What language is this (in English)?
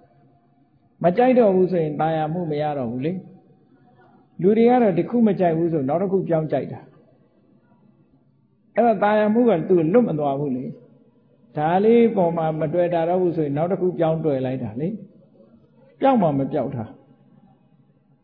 Burmese